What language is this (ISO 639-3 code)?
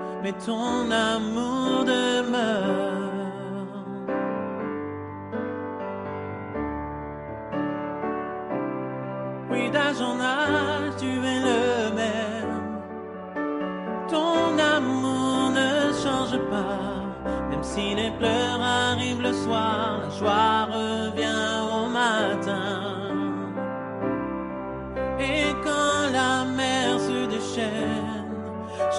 fra